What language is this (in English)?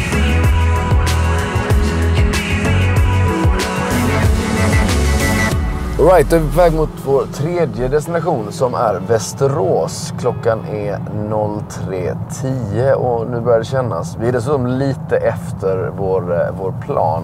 Swedish